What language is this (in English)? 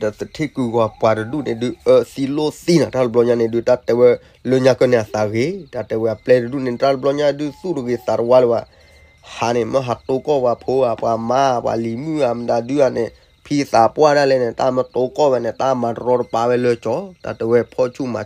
S'gaw Karen